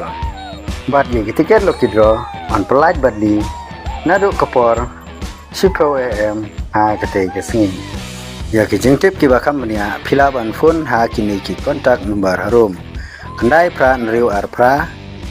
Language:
Khasi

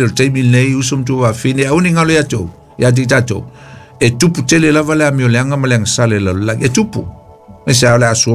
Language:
Samoan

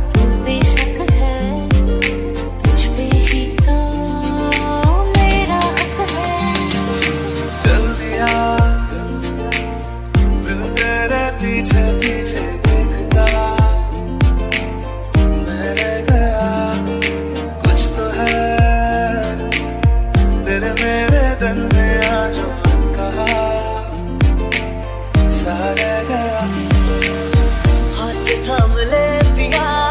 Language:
Hindi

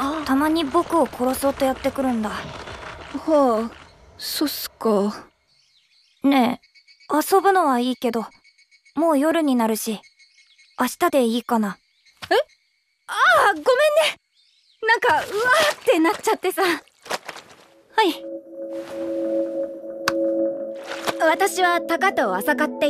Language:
Japanese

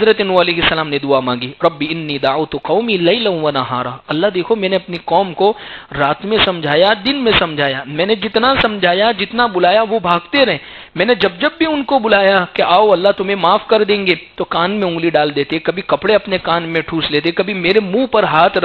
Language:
Urdu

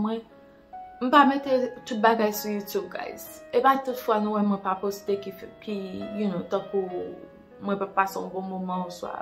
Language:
Haitian Creole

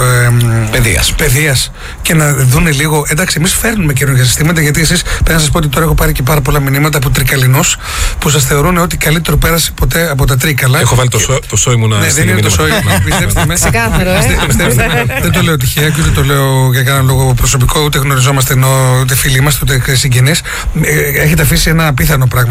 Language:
Greek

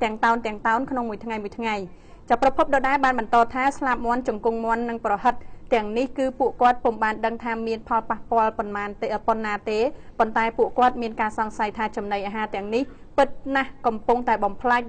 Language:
Khmer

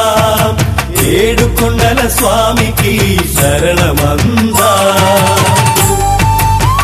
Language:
Telugu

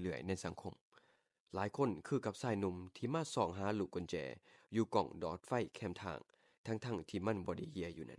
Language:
Lao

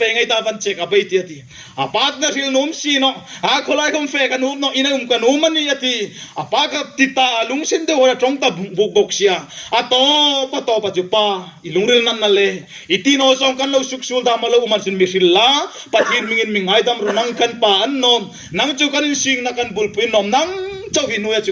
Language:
Hmar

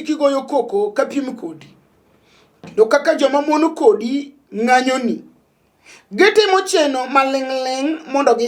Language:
Luo (Kenya and Tanzania)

